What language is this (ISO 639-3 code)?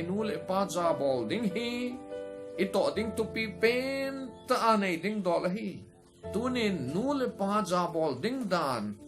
tcz